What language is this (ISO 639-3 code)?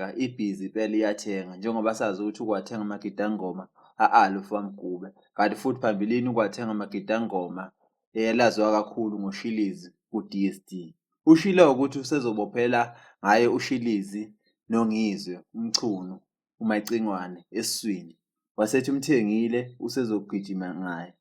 zul